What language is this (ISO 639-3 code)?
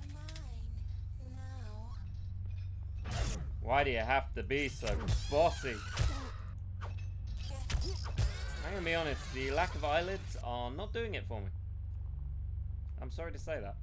eng